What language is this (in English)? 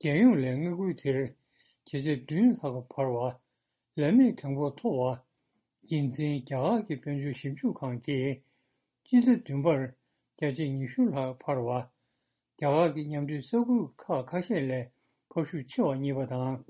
Tibetan